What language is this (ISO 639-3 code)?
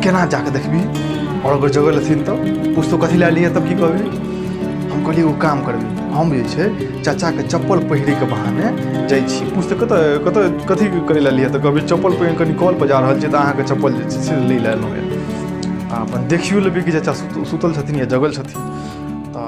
mai